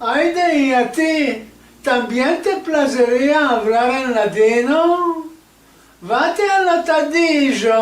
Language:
Ladino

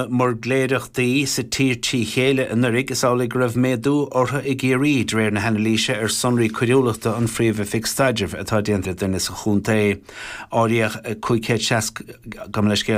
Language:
Irish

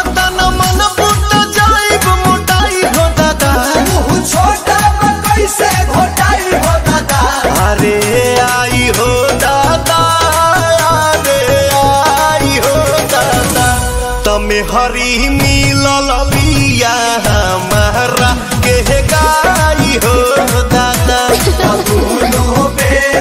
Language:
Bhojpuri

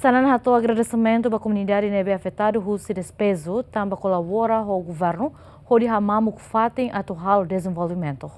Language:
Tetum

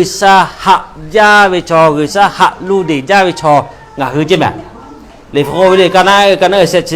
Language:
Lahu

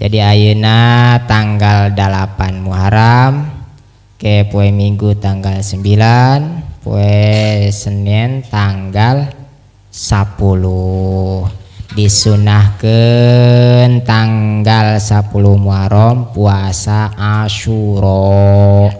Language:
Sundanese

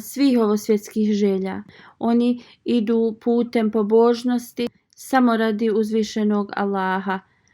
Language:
Bosnian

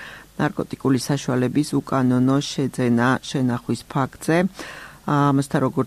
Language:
Georgian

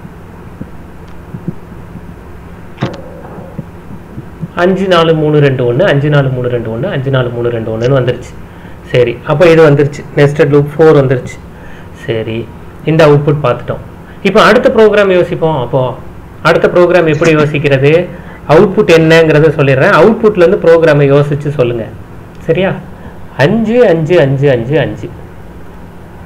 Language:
Tamil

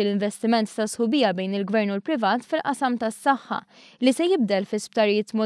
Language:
Maltese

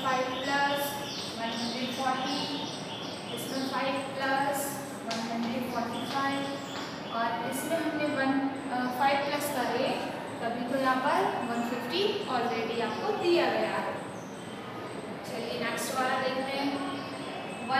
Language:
Hindi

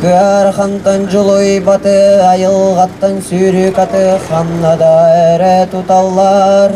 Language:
Yakut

